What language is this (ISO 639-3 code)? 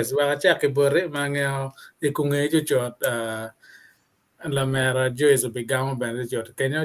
ach